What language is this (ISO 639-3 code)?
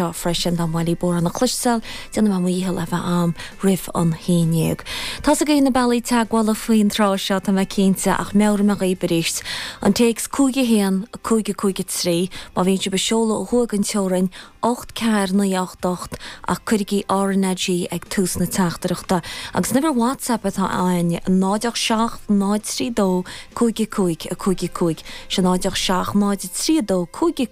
gle